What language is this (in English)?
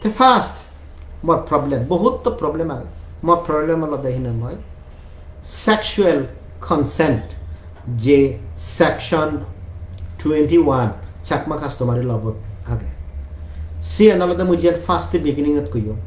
Chakma